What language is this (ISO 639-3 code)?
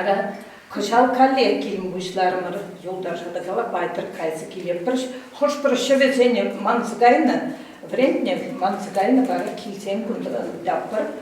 chv